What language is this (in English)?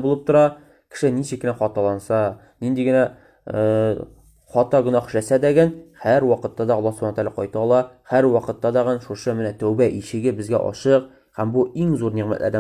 Tatar